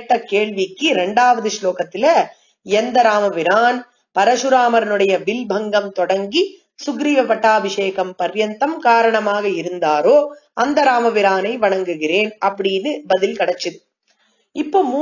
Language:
Tamil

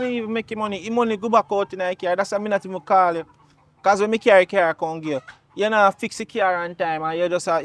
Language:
Jamaican Creole English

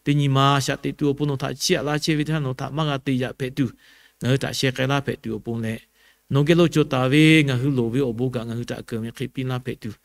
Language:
Lahu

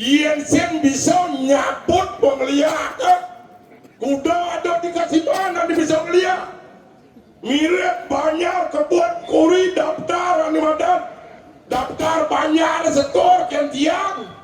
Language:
Balinese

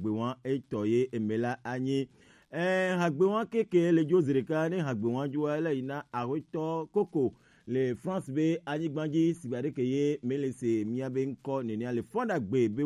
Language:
Gen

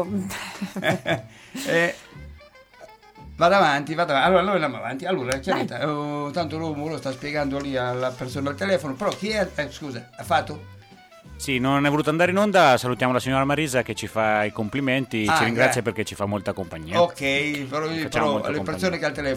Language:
Italian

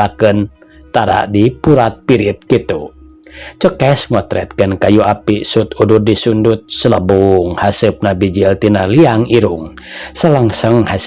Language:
Sundanese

